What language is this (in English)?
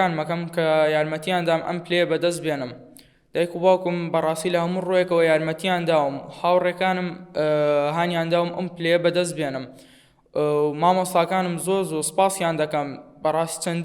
Central Kurdish